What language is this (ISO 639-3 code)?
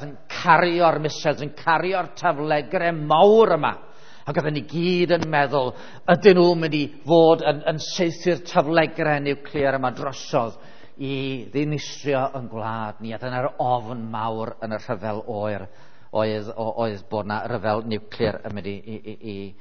cym